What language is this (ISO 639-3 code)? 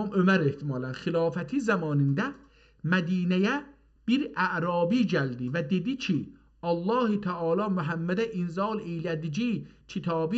azb